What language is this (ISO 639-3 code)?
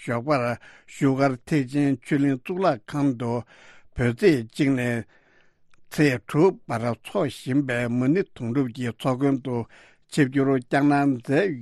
bod